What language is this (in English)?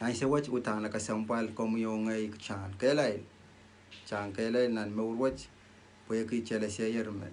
Pohnpeian